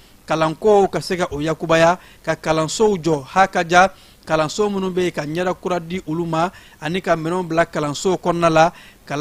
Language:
Bambara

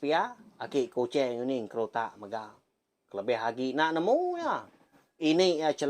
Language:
Iban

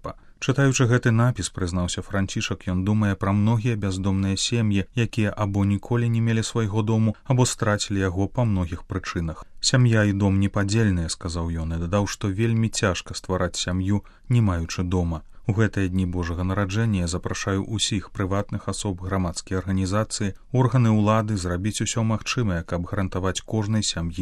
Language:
Belarusian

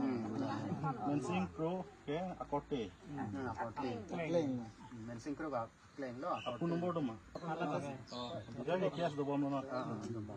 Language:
Karbi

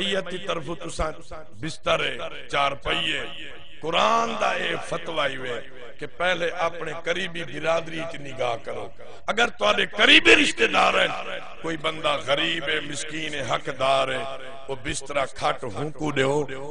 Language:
Saraiki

